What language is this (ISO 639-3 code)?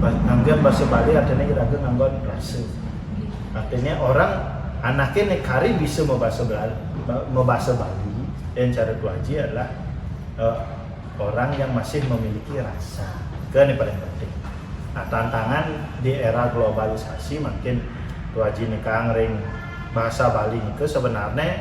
ban